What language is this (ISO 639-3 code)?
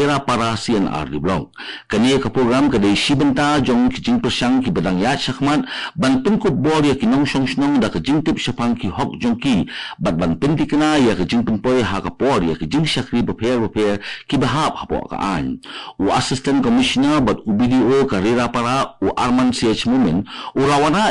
kha